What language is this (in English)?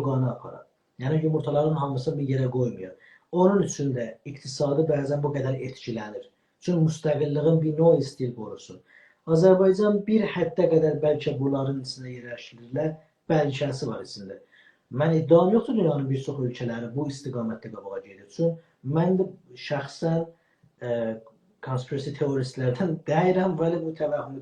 South Azerbaijani